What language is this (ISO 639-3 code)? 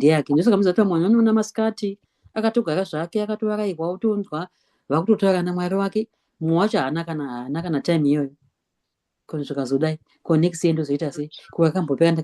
sna